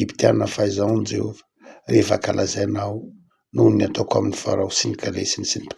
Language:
Malagasy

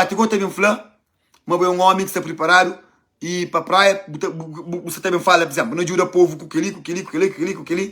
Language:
Kabuverdianu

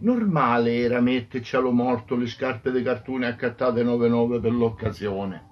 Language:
Sicilian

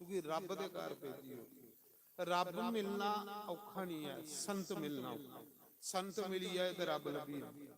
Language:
Dogri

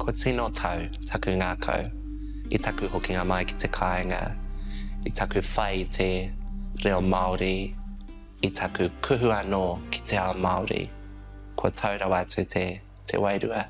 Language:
Māori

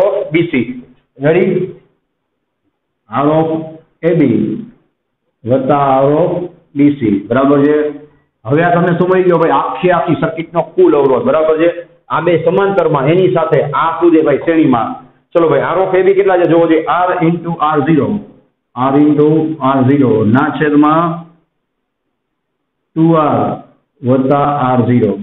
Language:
Gujarati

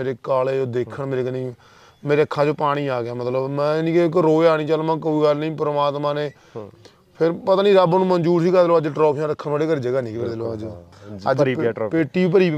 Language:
Punjabi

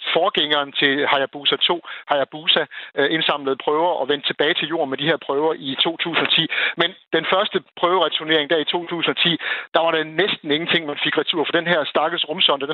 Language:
Danish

